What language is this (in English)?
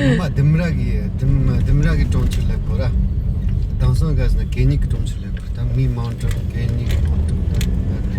Tibetan